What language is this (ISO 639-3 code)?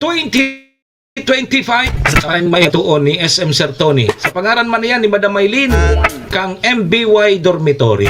bik